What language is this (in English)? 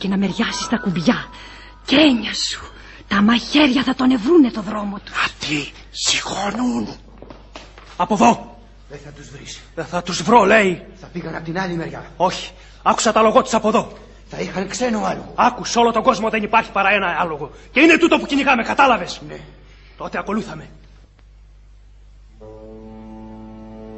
Greek